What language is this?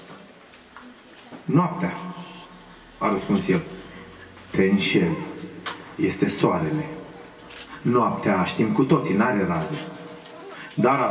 Romanian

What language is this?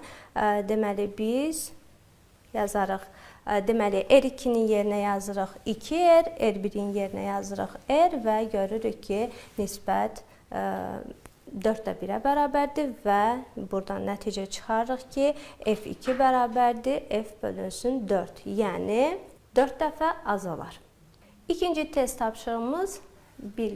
Azerbaijani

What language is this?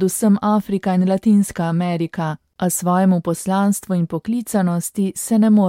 Slovenian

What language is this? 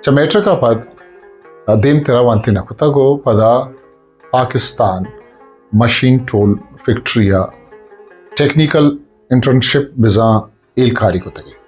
Eastern Balochi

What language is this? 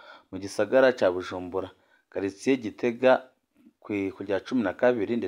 Rundi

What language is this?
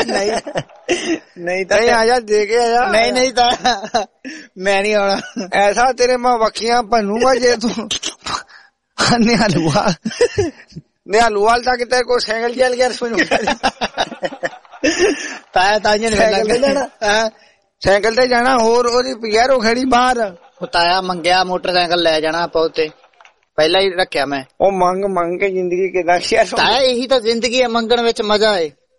Punjabi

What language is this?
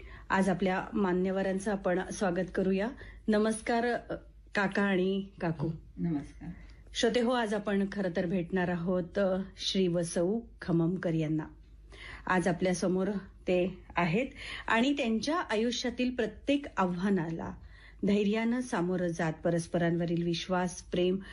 Marathi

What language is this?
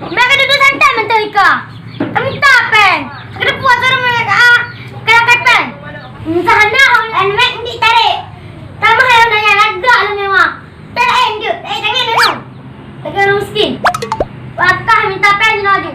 Achinese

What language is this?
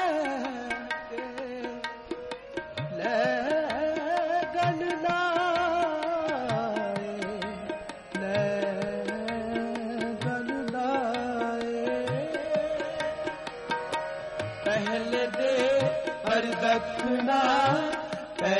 Punjabi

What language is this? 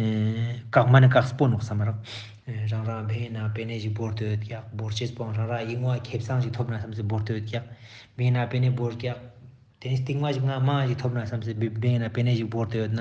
Ladakhi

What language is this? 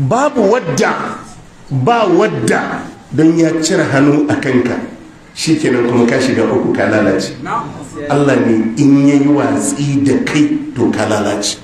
Hausa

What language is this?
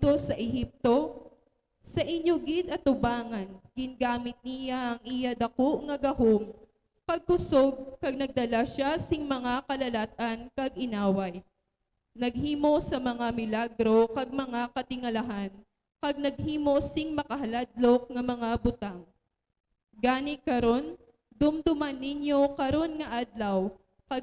Hiligaynon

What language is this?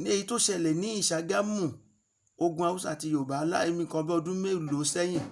Yoruba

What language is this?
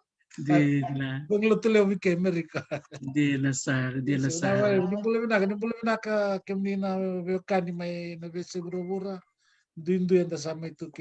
Fijian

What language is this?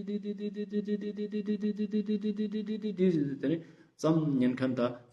Ladakhi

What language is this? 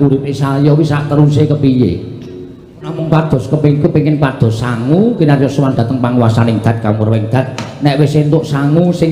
Javanese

